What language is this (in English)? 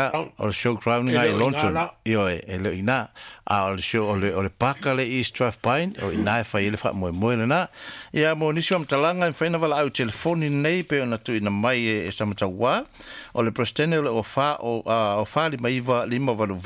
Samoan